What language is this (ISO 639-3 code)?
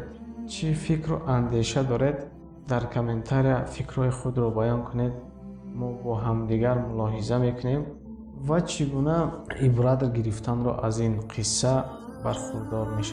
tgk